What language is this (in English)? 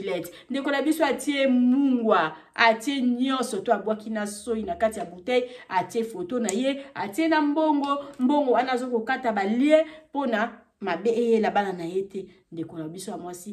Lingala